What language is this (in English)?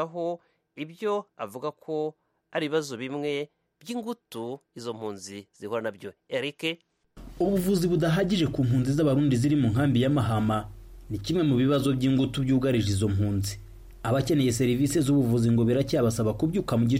Kinyarwanda